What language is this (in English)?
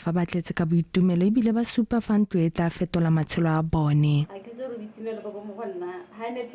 Tswana